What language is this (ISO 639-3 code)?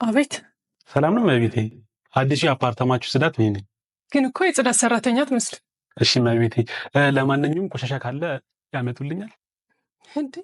amh